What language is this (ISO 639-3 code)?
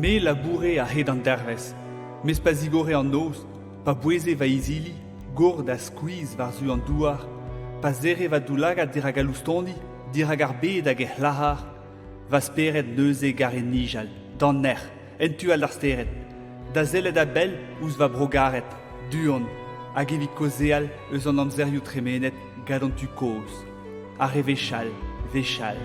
bre